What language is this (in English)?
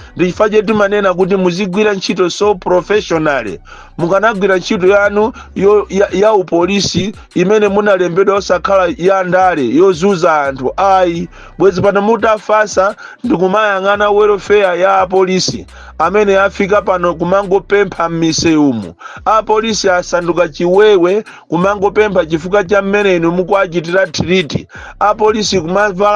Nyanja